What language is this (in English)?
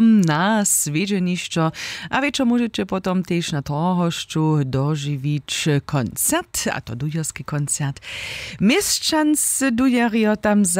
Upper Sorbian